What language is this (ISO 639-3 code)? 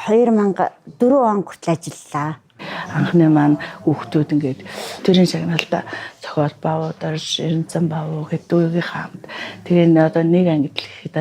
mon